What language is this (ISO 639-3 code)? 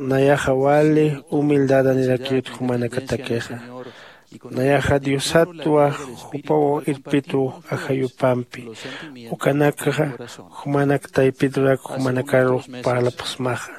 aym